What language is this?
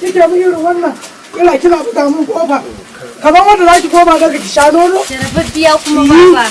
Hausa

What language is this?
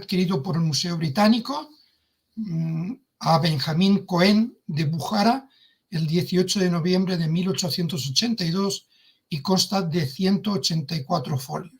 Ladino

